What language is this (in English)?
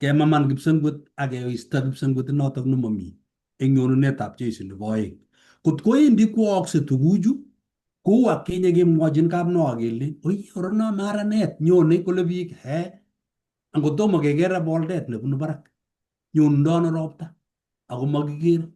Kalenjin